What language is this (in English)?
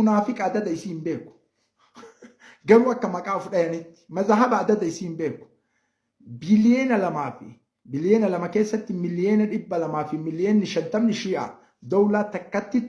Oromo